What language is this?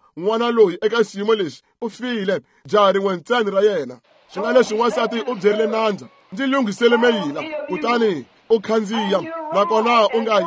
Tsonga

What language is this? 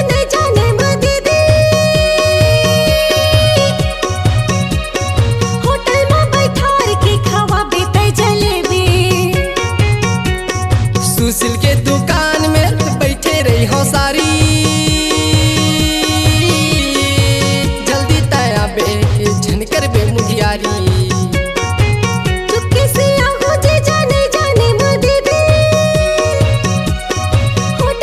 Chhattisgarhi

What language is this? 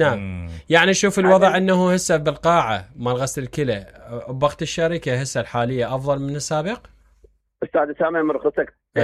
Mesopotamian Arabic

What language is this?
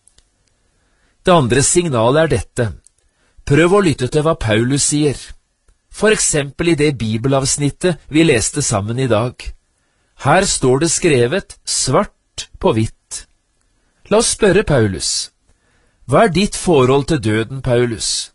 Norwegian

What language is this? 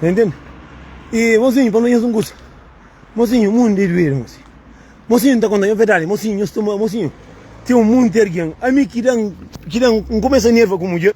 Kabuverdianu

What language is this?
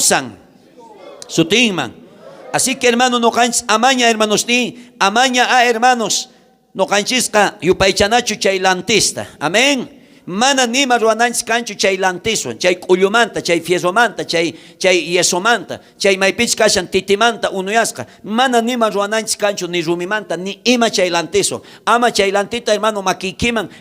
South Bolivian Quechua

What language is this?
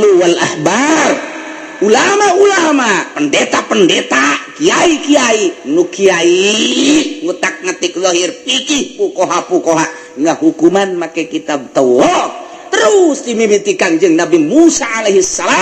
Sundanese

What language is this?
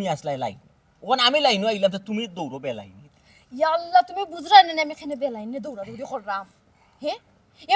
Sylheti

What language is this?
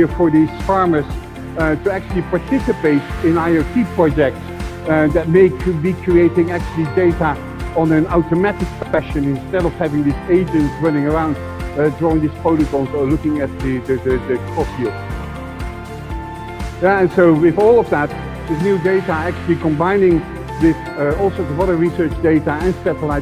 English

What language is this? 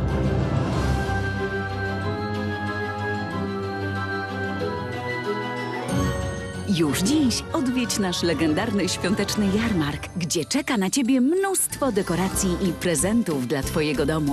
Polish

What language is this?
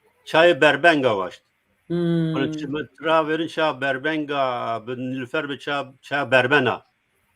Zaza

